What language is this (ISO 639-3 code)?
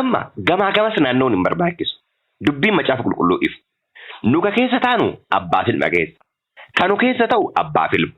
orm